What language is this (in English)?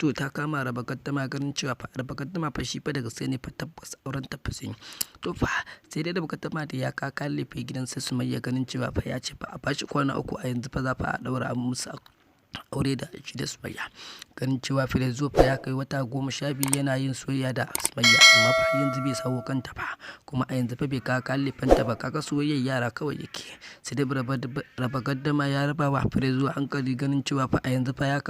Hausa